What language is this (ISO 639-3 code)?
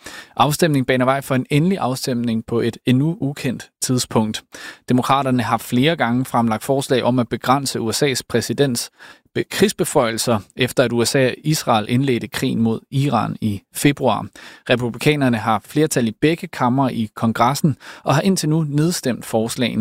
dan